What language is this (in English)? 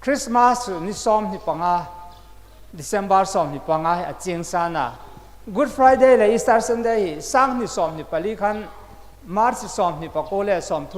Hmar